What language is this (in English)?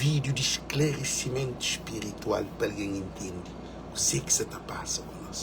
Kabuverdianu